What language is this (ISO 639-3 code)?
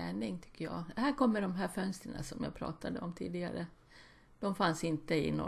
swe